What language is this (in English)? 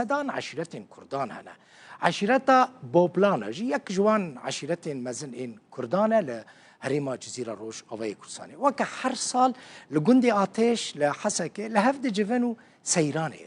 Kurdish